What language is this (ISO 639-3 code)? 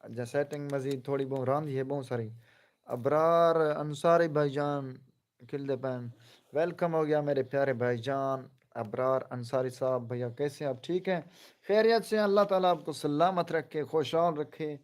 skr